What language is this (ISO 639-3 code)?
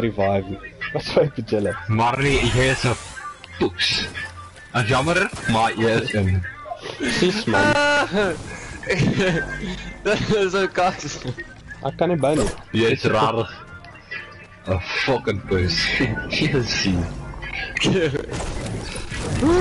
afr